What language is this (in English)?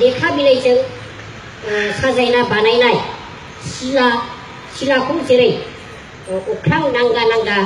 Bodo